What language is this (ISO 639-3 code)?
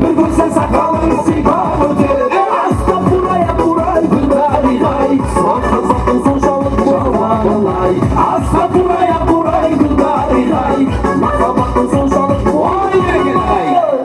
kaa